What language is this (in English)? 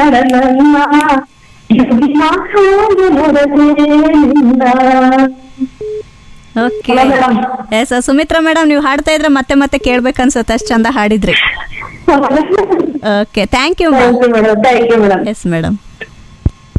Kannada